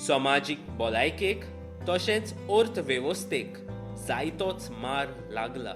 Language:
Konkani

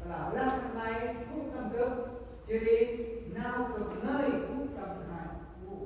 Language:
Central Mnong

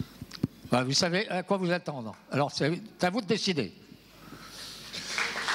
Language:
French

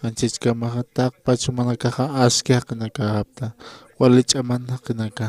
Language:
Aymara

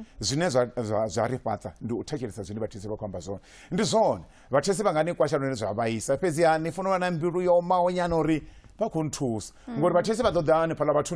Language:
Venda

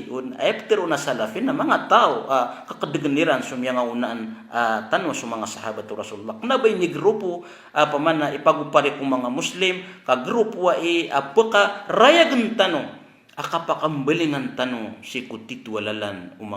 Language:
Maranao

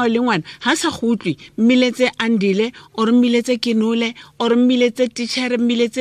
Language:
Tswana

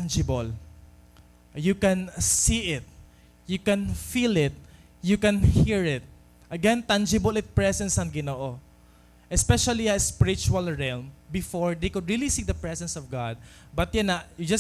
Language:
Waray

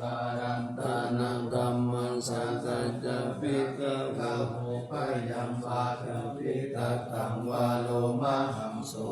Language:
Pali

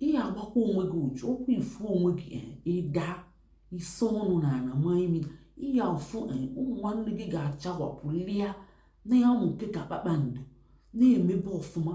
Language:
Igbo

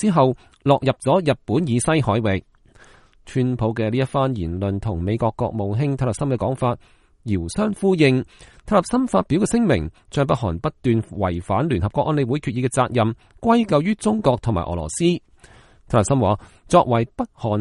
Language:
Cantonese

